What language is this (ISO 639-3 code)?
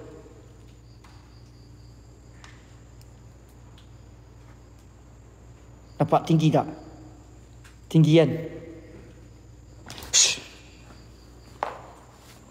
msa